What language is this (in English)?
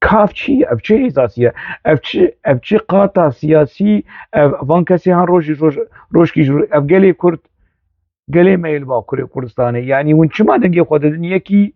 Kurdish